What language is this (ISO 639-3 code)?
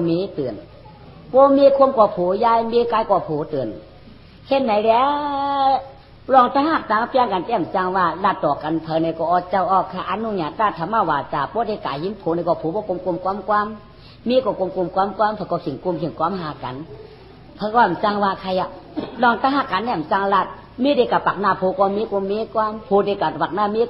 shn